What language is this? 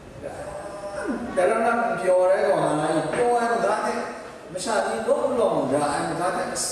Kachin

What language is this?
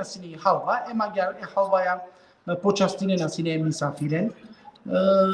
Balkan Romani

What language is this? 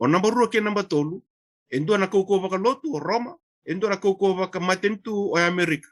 Fijian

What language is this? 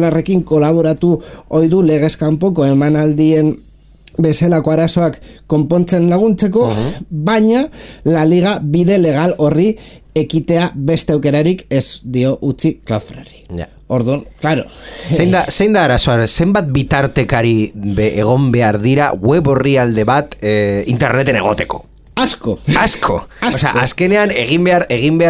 Basque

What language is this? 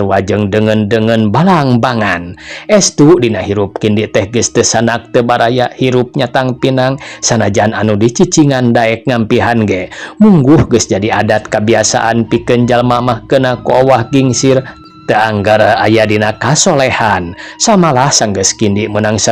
Sundanese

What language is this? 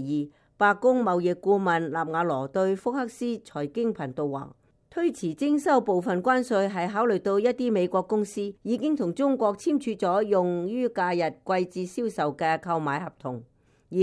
Cantonese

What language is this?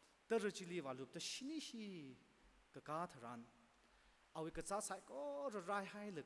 Tangkhul Naga (India)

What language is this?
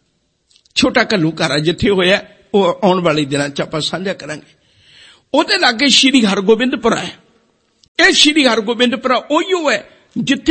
Punjabi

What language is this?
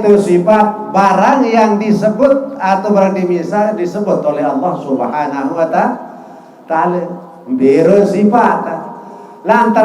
Sasak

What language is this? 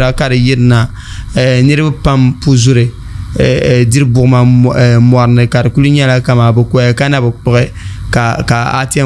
Dagbani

